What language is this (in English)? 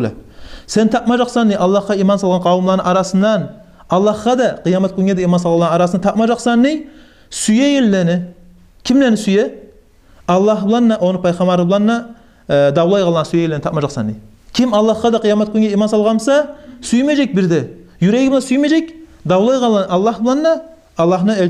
Kumyk